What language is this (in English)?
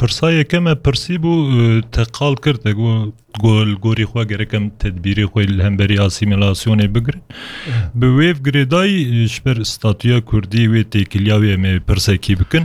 Kurdish